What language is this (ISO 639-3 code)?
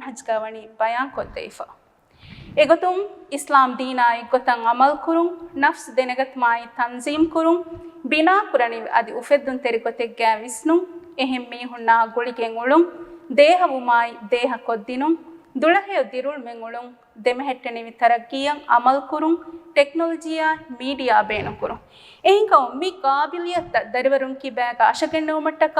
div